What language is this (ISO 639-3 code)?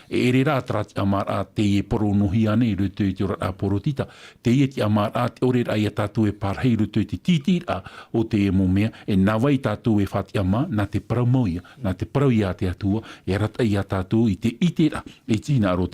tah